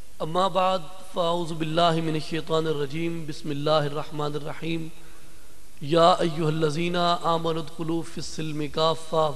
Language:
Urdu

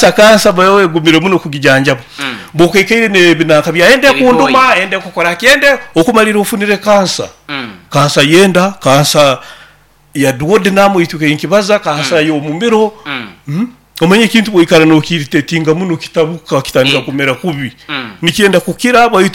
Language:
Nyoro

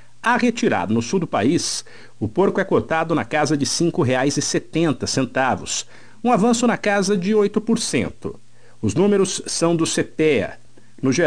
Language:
Portuguese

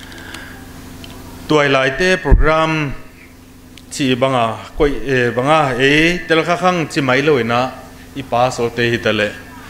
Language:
Thai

